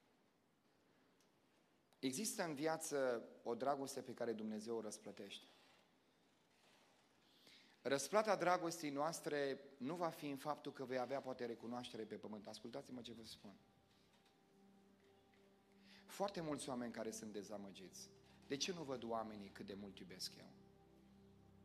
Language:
Romanian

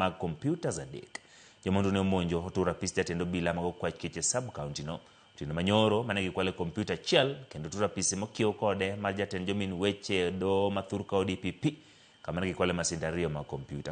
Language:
Luo (Kenya and Tanzania)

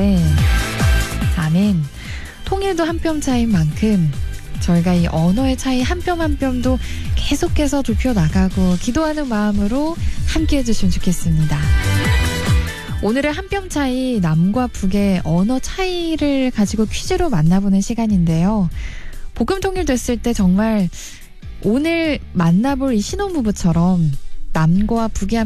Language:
Korean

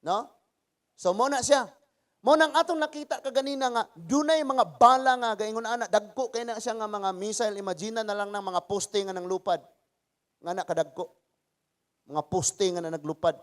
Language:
Cebuano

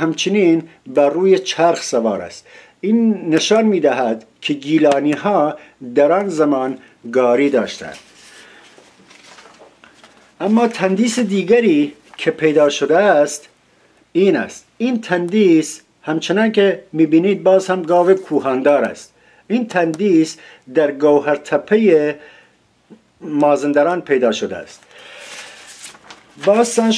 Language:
Persian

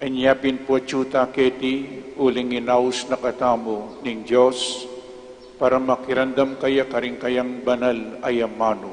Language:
Pampanga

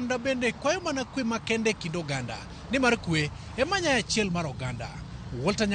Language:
Luo (Kenya and Tanzania)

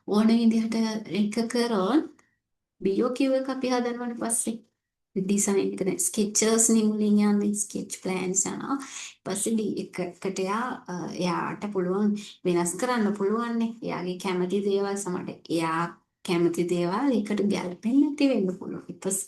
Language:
Sinhala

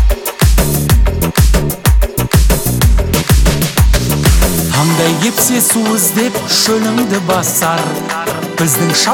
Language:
Kazakh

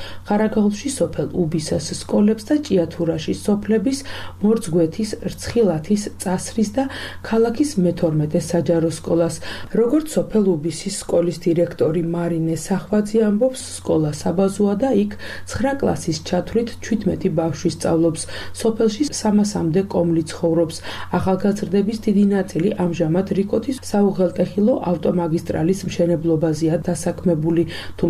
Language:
Georgian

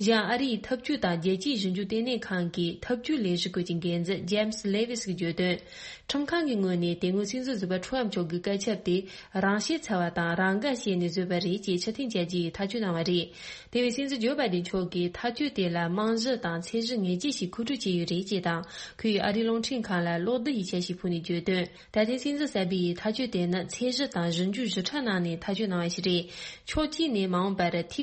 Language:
Tibetan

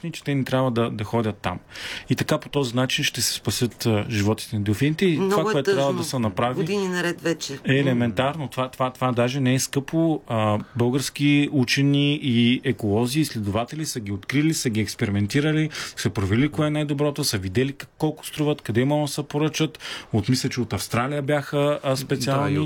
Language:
Bulgarian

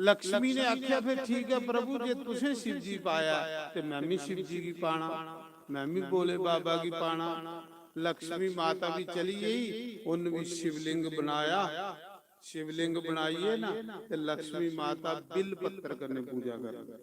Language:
Dogri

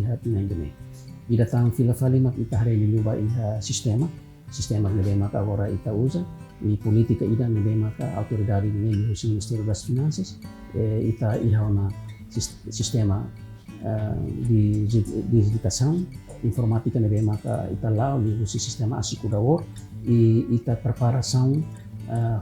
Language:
Tetum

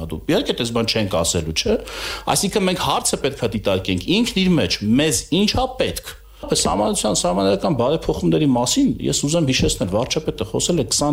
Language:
Armenian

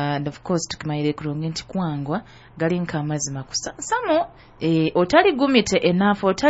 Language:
Nyoro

